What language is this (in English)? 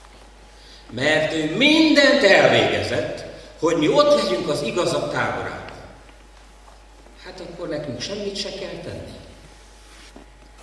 Hungarian